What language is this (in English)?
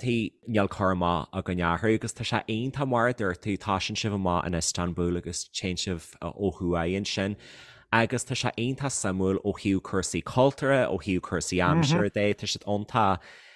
Irish